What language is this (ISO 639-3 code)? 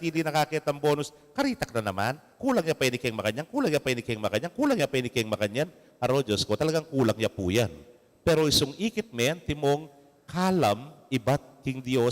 pam